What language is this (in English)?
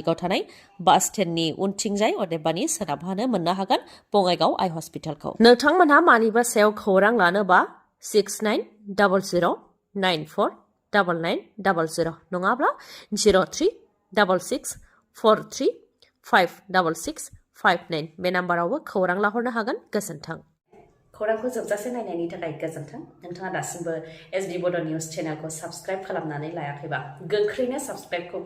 Bodo